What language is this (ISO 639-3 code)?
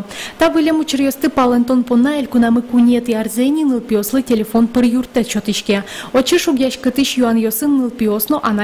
udm